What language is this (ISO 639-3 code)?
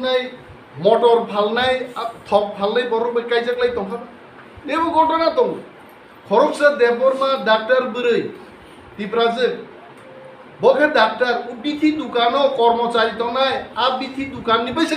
ria